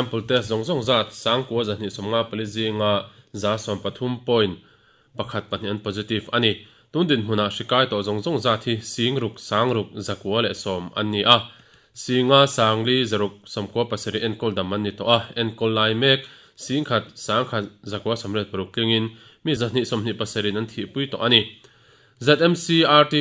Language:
Mizo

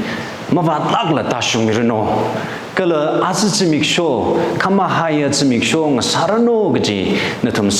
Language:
Tangkhul Naga (India)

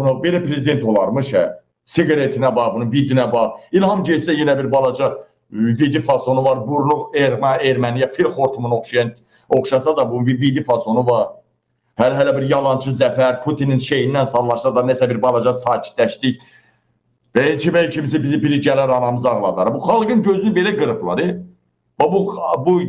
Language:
Azerbaijani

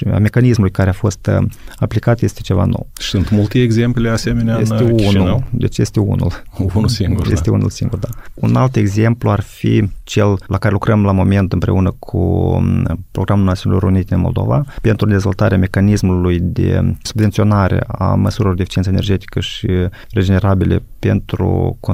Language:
Romanian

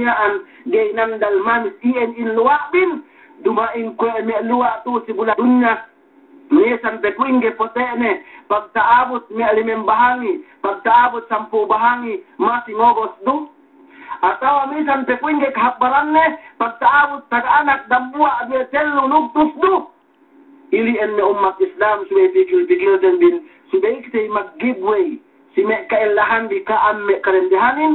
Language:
Yakan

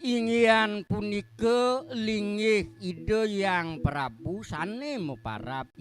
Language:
Balinese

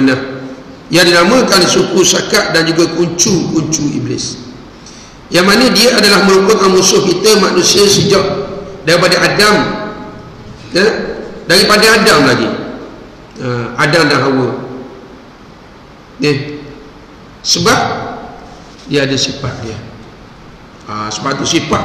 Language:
Malay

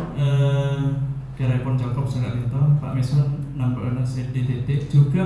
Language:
Madurese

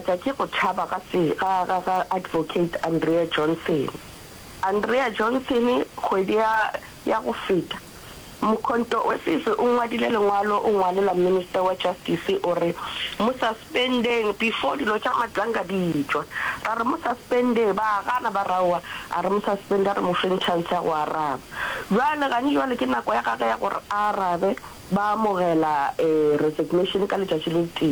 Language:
Northern Sotho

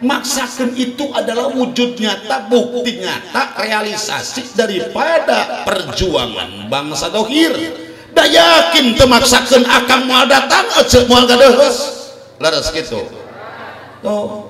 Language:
Sundanese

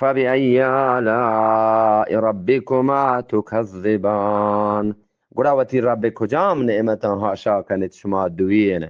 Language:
Eastern Balochi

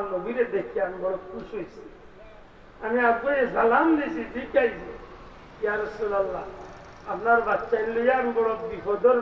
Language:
Sylheti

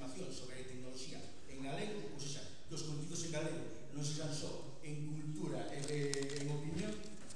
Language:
Galician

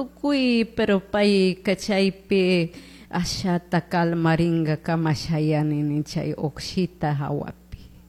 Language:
Chimborazo Highland Quichua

